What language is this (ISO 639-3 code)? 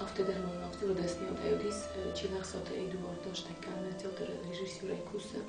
oss